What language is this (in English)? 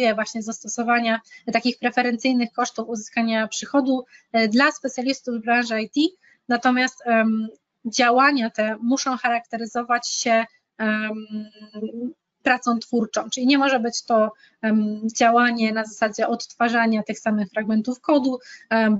Polish